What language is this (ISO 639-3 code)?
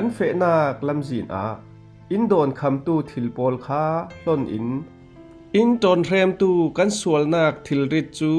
cfm